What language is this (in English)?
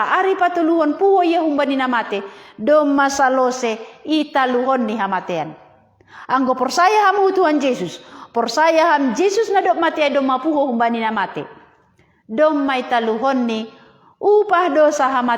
Batak Simalungun